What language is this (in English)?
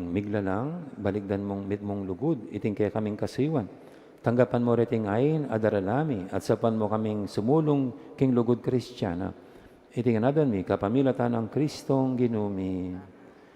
Pampanga